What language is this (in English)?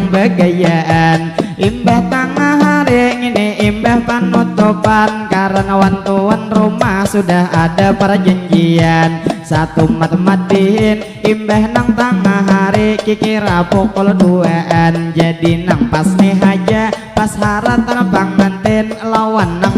Banjar